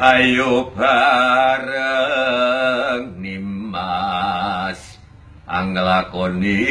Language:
Javanese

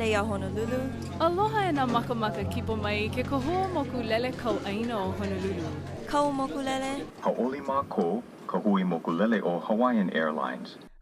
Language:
Hawaiian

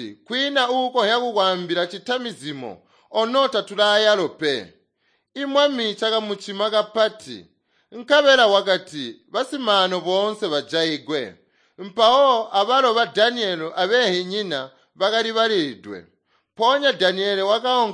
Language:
Tonga (Zambia)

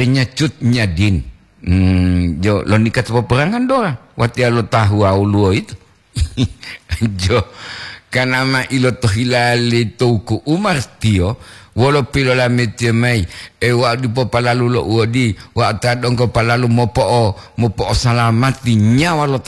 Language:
Gorontalo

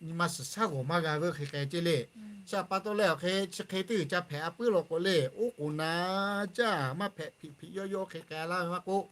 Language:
Lahu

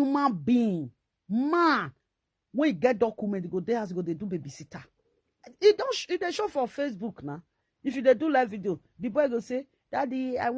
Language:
Nigerian Pidgin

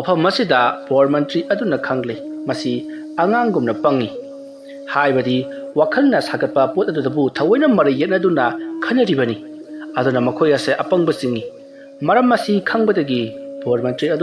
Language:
Manipuri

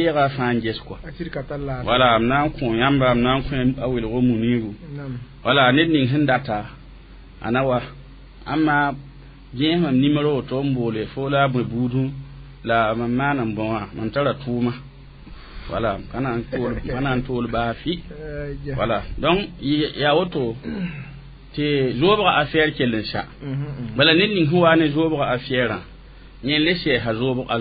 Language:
Mossi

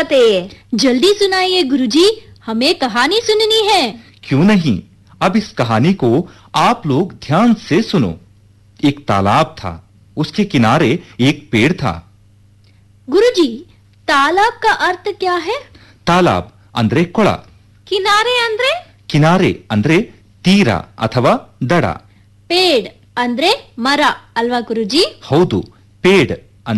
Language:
Kannada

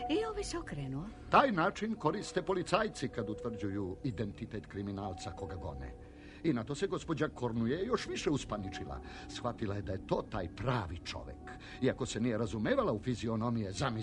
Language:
Serbian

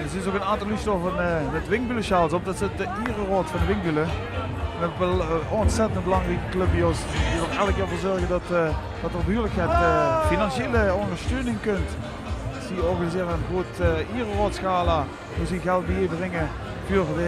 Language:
Limburgish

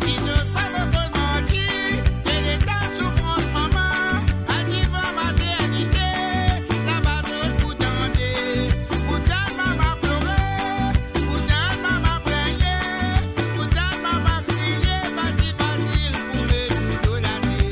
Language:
Morisyen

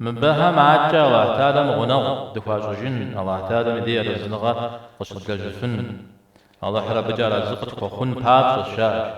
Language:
Kabardian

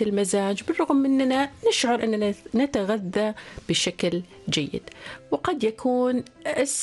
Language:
Arabic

